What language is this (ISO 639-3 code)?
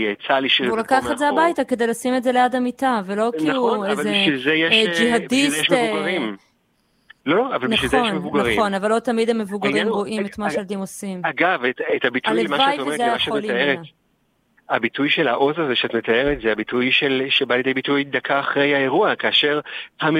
heb